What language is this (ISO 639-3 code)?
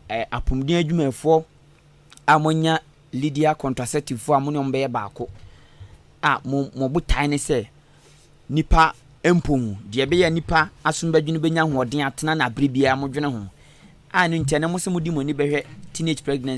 aka